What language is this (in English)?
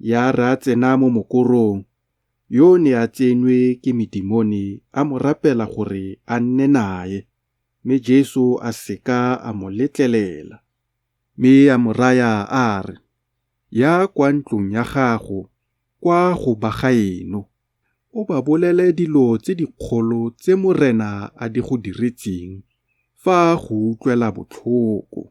Tswana